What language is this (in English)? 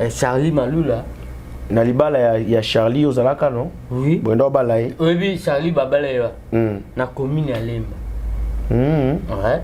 Lingala